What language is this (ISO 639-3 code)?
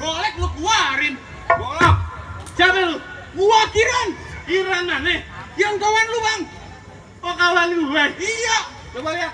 bew